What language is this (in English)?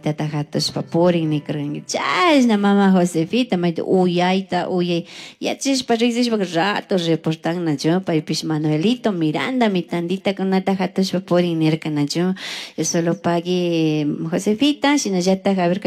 Chimborazo Highland Quichua